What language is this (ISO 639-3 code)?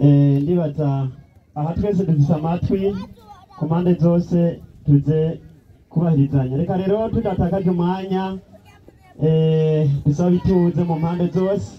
run